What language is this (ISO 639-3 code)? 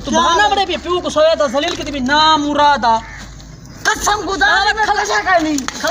skr